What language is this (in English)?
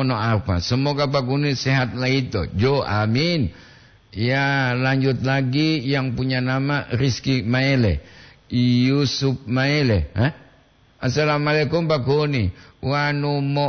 Gorontalo